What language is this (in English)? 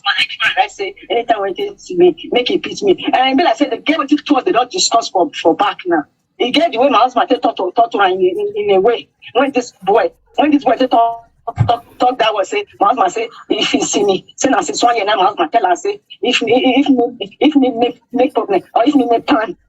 Nigerian Pidgin